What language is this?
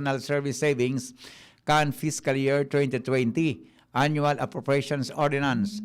Bikol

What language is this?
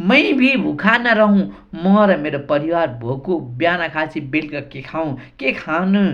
Nepali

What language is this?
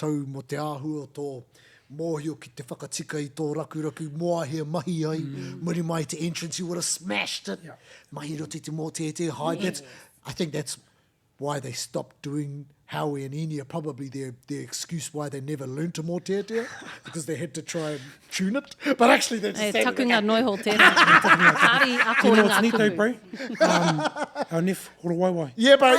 Māori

